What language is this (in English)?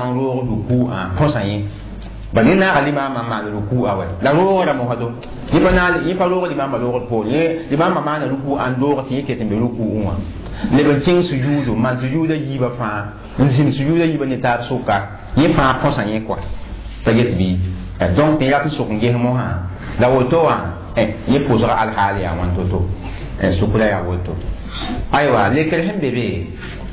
Mossi